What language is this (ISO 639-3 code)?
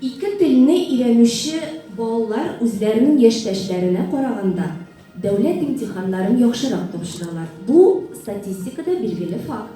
tat